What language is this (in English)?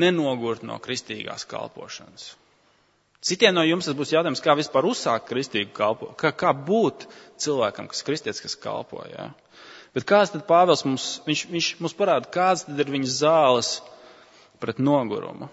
Latvian